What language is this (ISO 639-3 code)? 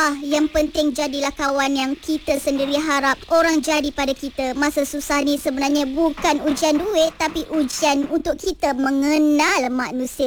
msa